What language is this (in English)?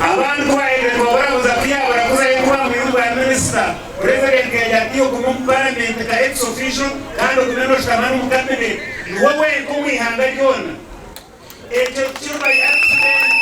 Nyankole